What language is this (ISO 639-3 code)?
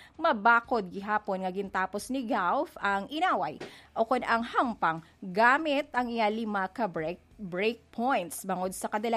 hil